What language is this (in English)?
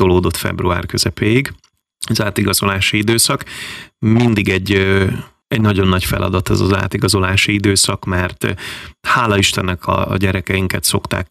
Hungarian